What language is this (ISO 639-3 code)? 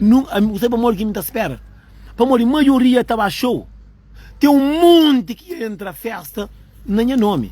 kea